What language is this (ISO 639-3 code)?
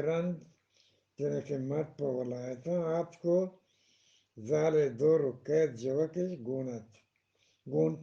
bgp